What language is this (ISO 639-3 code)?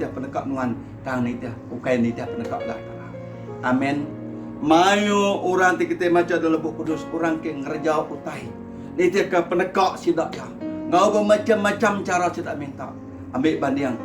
iba